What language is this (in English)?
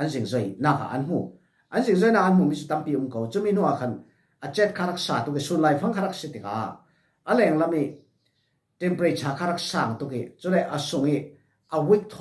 Falam Chin